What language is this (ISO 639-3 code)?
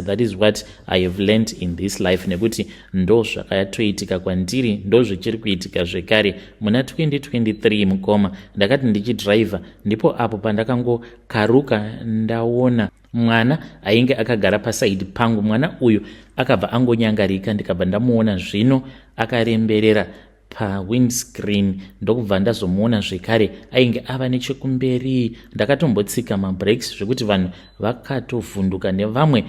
sna